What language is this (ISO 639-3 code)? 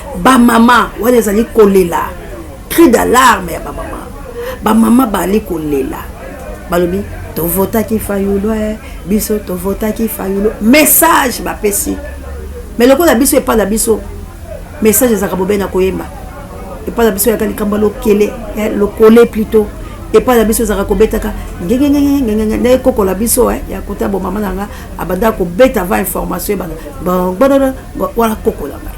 lin